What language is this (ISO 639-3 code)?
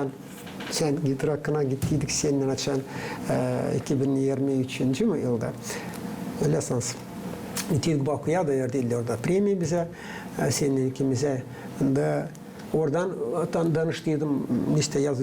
gag